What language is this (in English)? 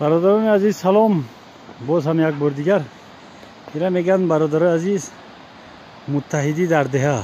Tajik